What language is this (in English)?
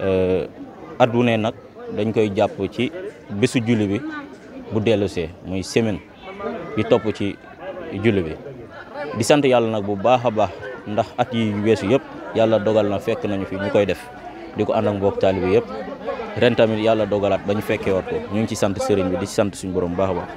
Wolof